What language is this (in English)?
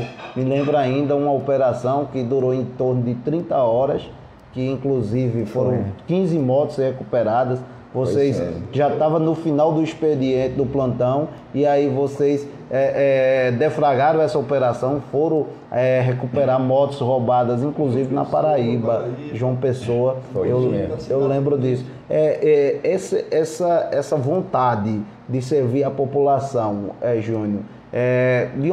Portuguese